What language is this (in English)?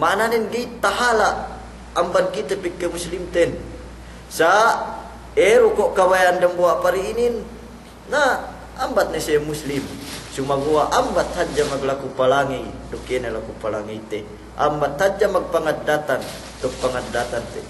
Yakan